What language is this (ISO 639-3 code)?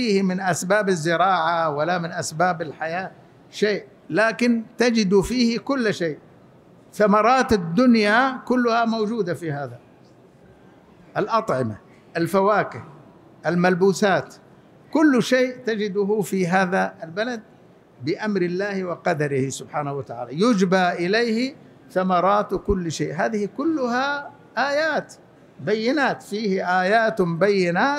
ara